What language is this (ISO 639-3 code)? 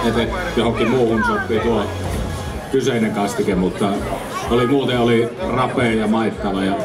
fin